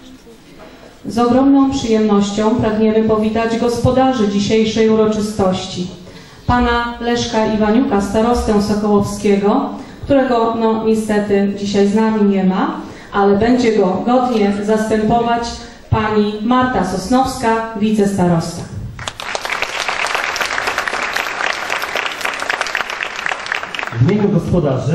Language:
Polish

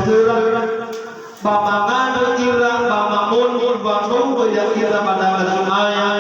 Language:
Nias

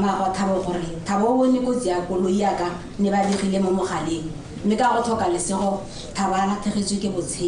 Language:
Tswana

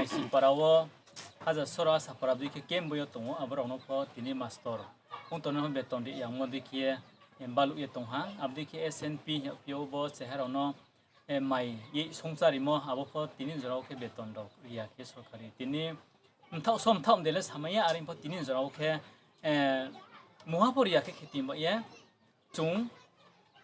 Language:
Riang (India)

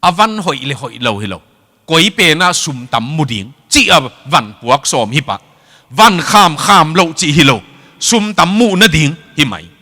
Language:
Tedim Chin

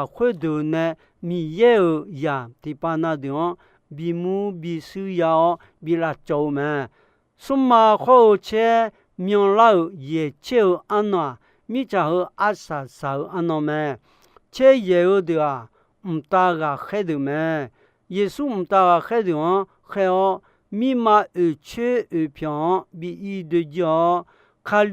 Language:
Akha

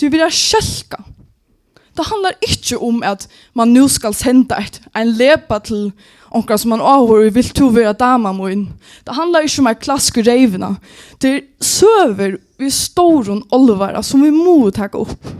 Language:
Faroese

